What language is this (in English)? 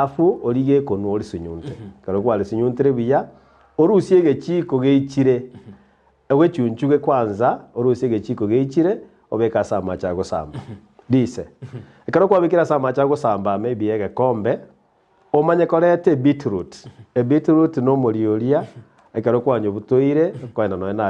Gusii